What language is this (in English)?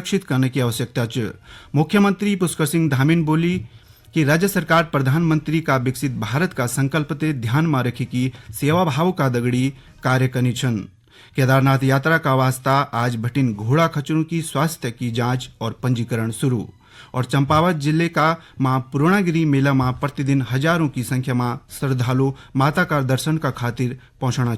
Garhwali